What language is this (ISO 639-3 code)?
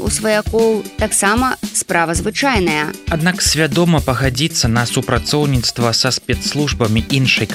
bel